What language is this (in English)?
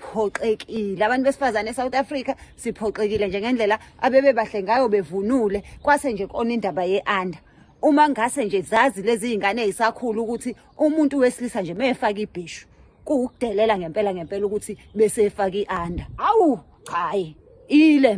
Zulu